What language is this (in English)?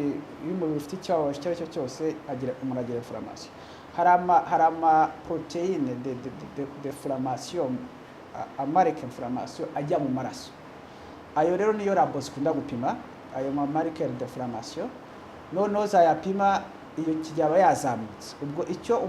Kinyarwanda